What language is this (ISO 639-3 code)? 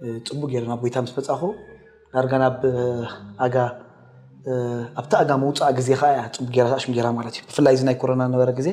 tir